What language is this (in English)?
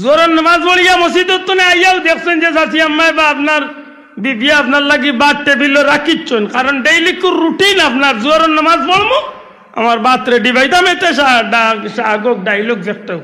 Sylheti